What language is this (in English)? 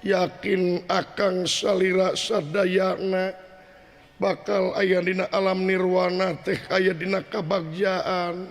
Sundanese